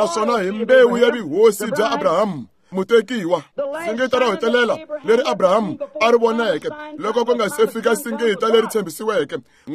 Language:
Tsonga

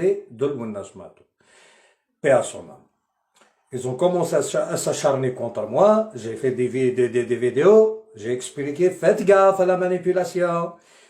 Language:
Algerian Arabic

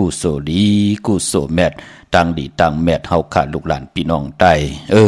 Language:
Shan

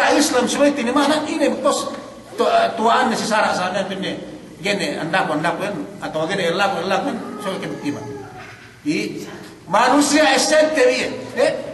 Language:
Yakan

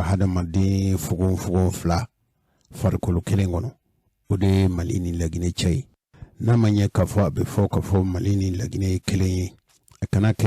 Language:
Bambara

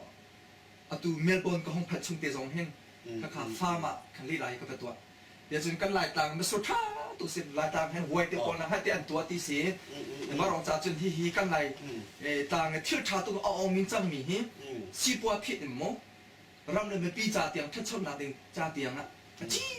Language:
Hakha Chin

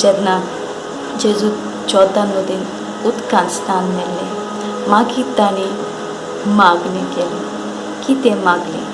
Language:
Konkani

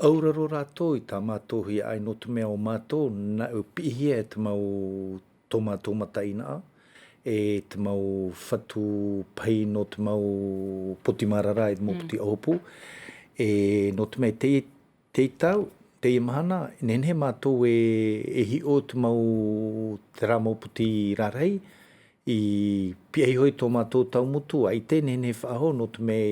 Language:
Tahitian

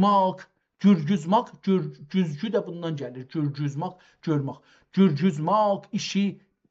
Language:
South Azerbaijani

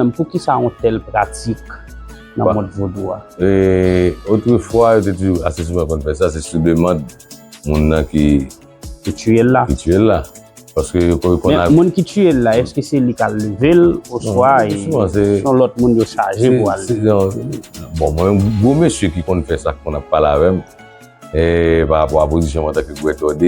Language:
Haitian Creole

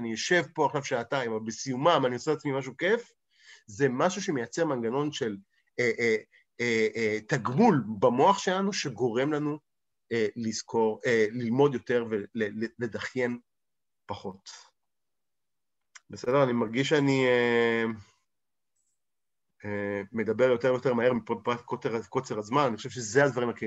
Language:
Hebrew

